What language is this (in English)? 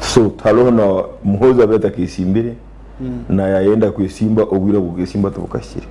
Nyankole